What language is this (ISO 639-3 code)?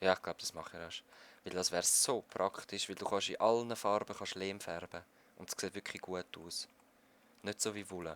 gsw